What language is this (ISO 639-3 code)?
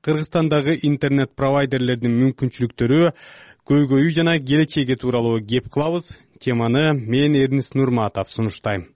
kir